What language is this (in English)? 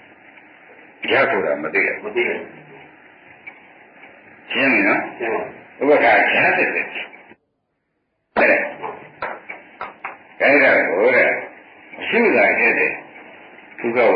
Burmese